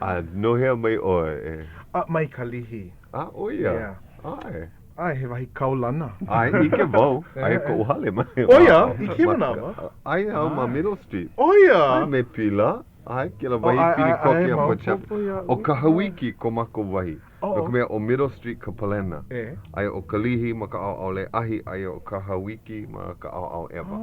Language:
Hawaiian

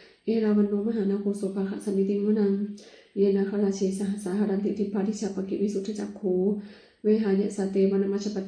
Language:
Pali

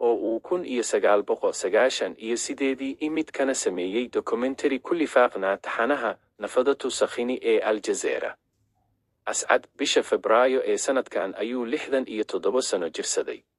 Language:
Somali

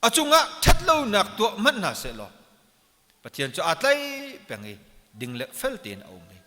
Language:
Hakha Chin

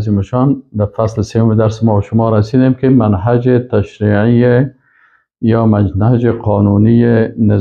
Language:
Persian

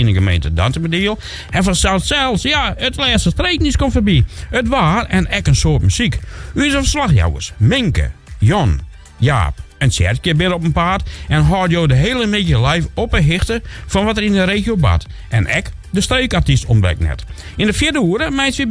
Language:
Western Frisian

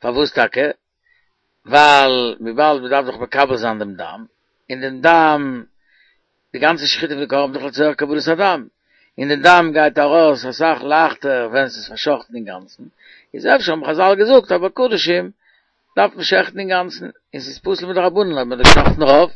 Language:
Yiddish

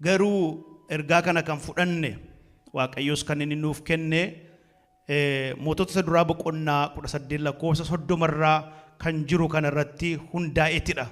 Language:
Oromo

